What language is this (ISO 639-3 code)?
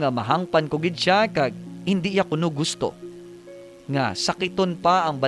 hil